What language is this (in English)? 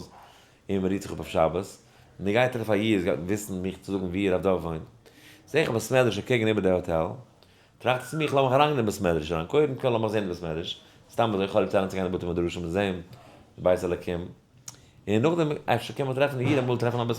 Yiddish